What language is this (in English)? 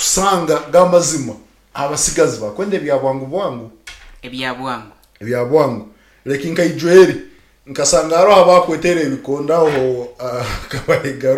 Nyankole